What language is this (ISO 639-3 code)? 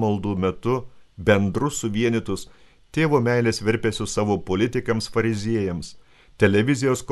lit